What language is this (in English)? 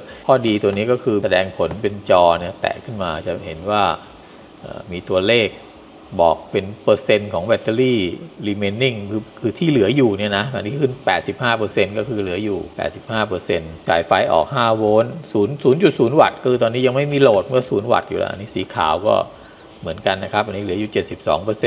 Thai